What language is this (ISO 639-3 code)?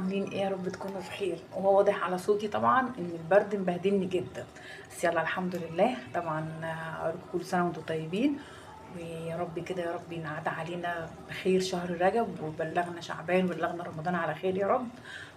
arz